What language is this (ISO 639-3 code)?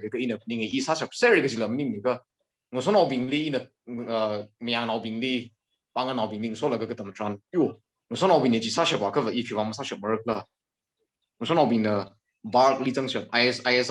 nmf